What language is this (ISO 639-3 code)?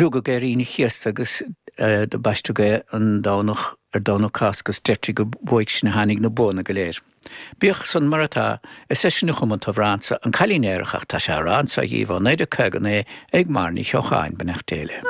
gle